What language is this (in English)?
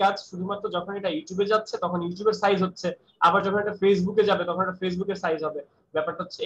Bangla